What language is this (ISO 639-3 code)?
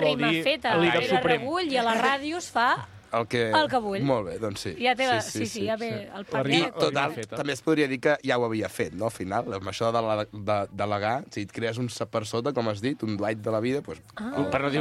cat